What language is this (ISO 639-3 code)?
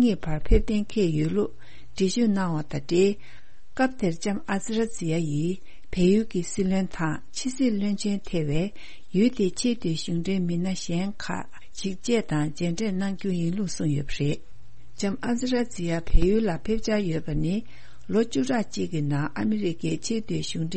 bod